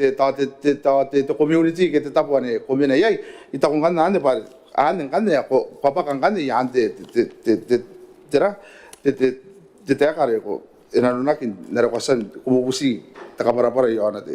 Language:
Gilbertese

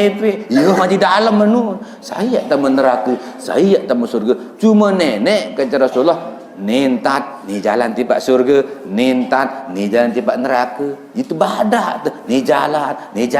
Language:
Sasak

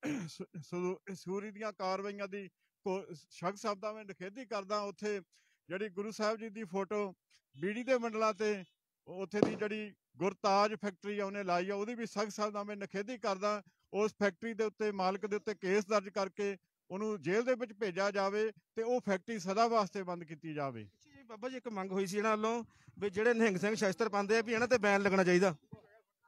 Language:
Punjabi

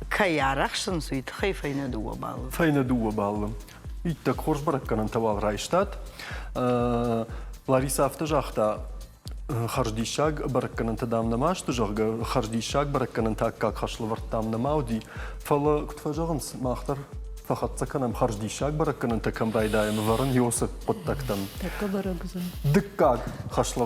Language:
Ossetic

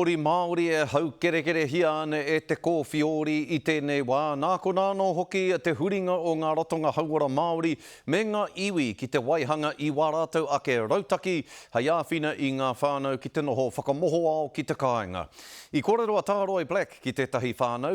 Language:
Māori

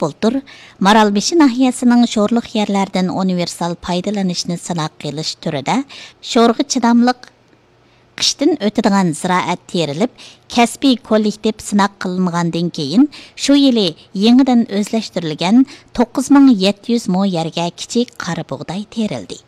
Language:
Uyghur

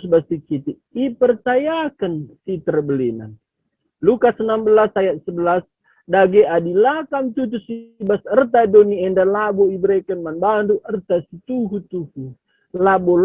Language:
Batak Karo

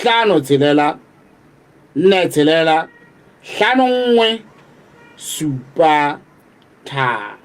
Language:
Southern Sotho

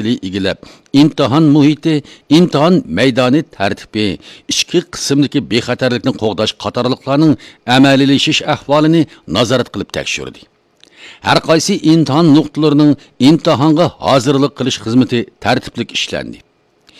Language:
Uyghur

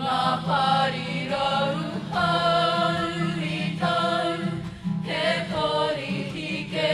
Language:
Māori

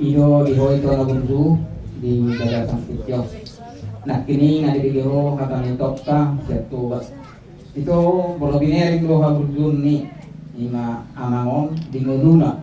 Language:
Batak Toba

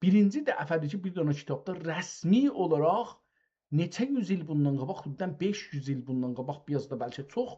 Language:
South Azerbaijani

